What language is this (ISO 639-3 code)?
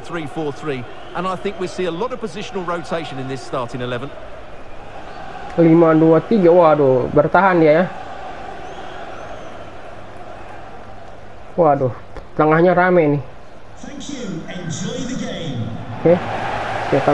ind